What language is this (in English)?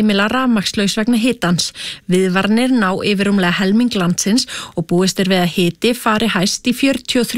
Icelandic